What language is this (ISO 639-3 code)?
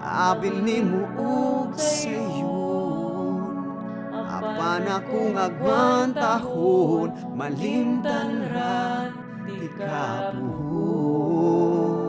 ceb